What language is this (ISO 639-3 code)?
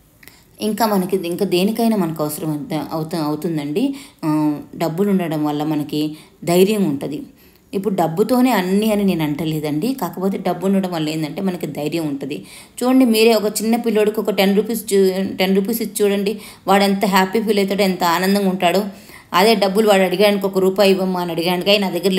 tel